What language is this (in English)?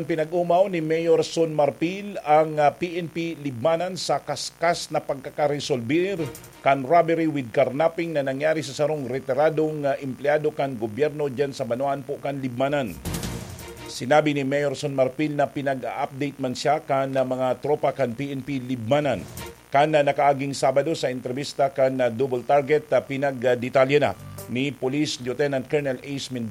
Bikol